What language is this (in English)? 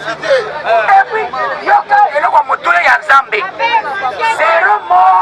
Lingala